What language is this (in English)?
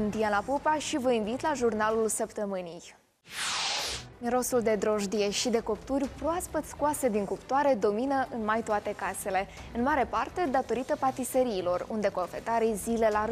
Romanian